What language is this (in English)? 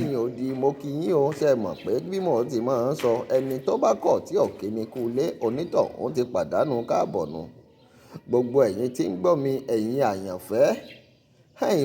Yoruba